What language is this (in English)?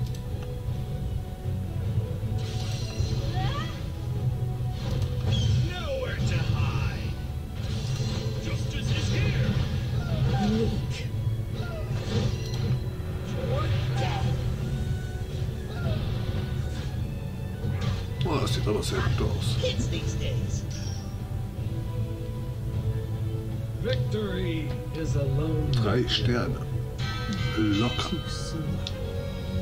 German